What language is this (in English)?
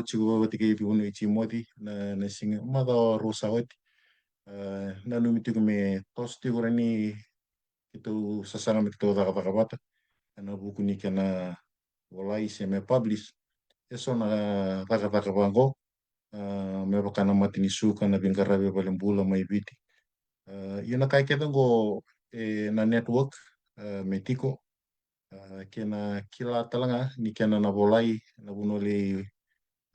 Fijian